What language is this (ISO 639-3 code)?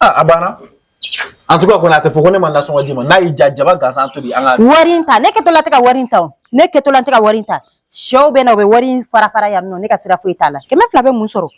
bam